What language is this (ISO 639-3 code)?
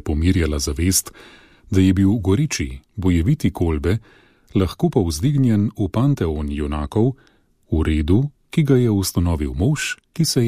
slv